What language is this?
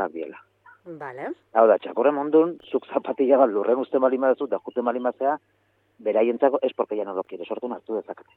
Basque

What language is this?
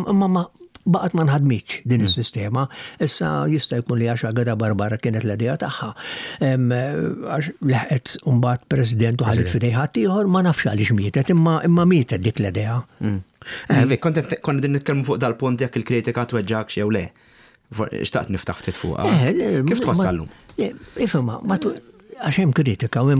Maltese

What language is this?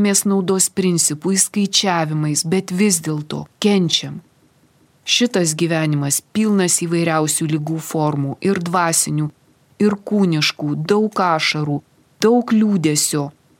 Lithuanian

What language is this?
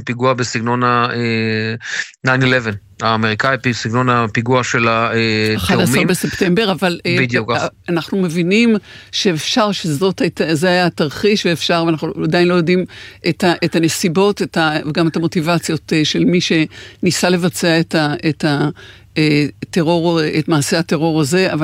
Hebrew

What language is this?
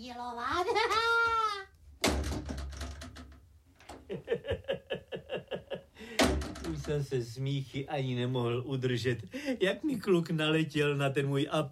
Czech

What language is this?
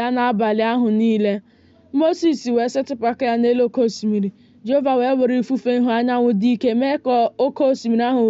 Igbo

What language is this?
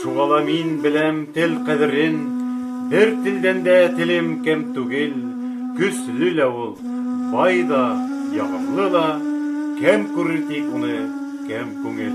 Bashkir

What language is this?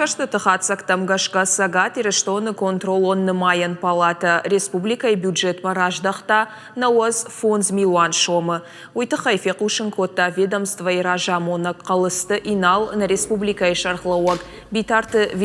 Ossetic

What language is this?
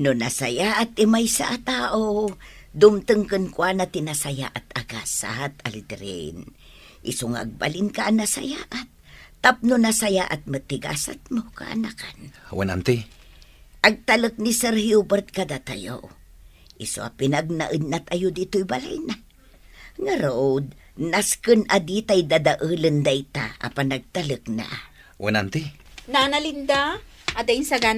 Iloko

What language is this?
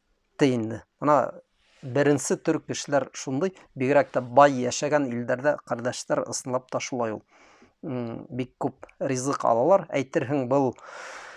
Bashkir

